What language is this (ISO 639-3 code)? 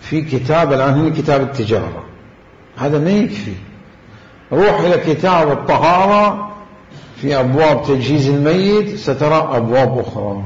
acm